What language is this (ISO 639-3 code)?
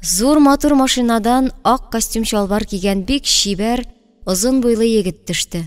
tat